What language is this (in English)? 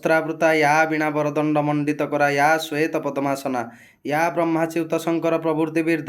Odia